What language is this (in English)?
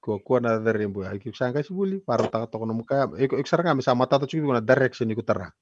Fijian